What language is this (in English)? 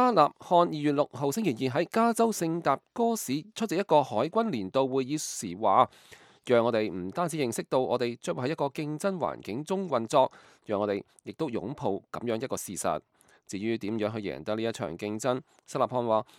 Cantonese